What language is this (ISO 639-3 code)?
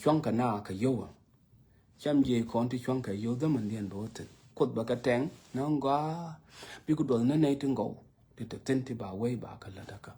nus